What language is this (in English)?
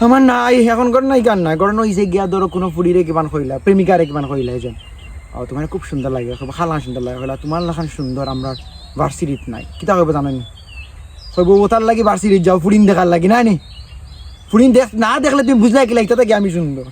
Sylheti